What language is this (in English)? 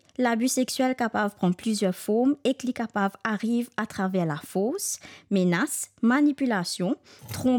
Morisyen